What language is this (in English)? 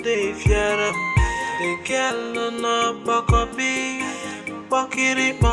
Nigerian Pidgin